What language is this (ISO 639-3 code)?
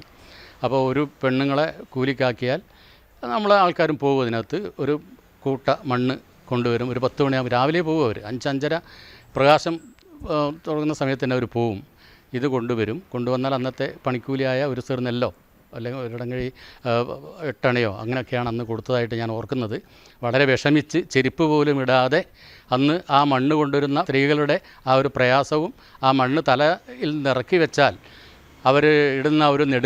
mal